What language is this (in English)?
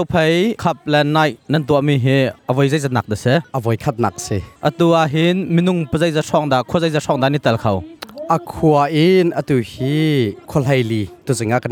Hakha Chin